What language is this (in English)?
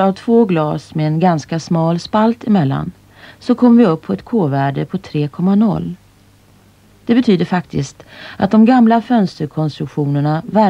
Swedish